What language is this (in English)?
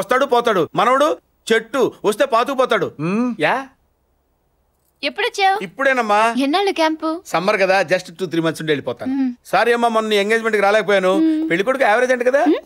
Telugu